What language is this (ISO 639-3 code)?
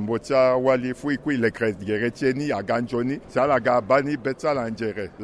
sag